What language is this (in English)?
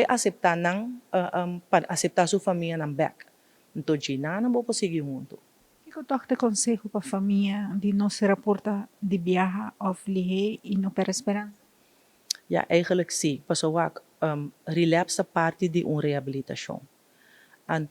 Papiamento